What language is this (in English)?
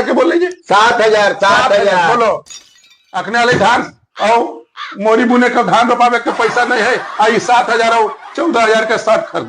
Magahi